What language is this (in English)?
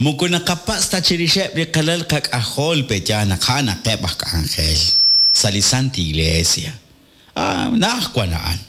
Kekchí